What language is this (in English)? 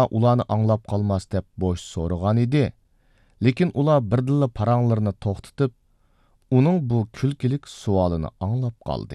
Uyghur